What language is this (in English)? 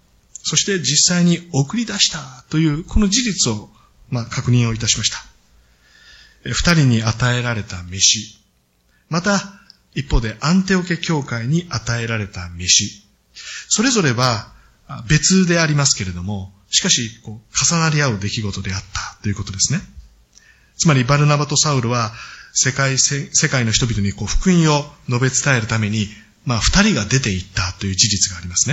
Japanese